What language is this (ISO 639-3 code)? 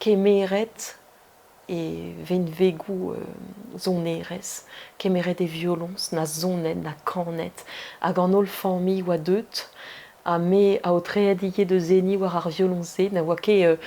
bre